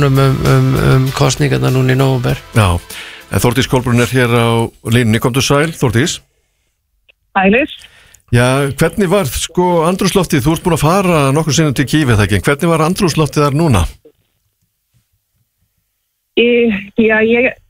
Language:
Icelandic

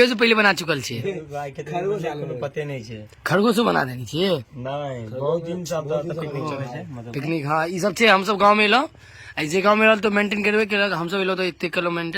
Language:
Maithili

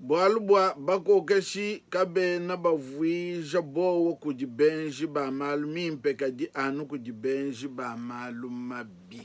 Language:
Luba-Lulua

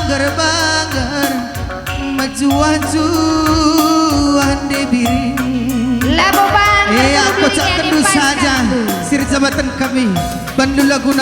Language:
Batak Karo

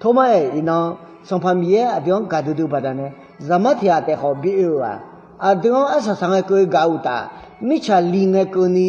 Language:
Akha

